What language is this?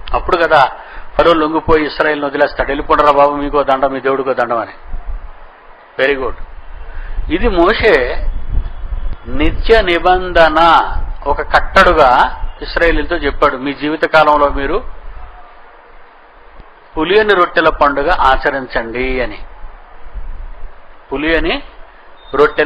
Telugu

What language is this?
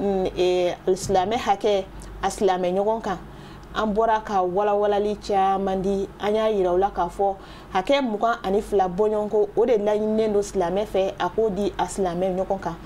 Bambara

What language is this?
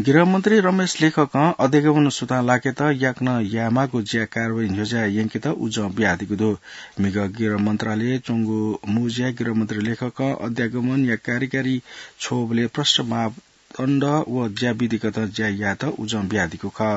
Newari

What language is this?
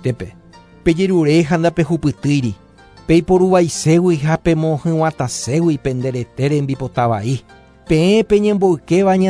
Guarani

